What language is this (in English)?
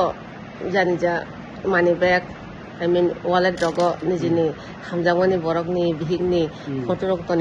Kok Borok